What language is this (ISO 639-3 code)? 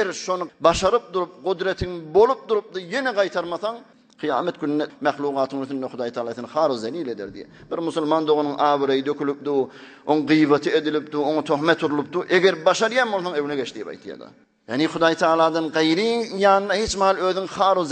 tuk